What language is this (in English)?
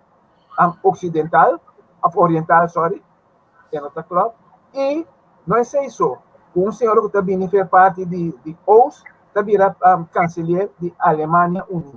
Papiamento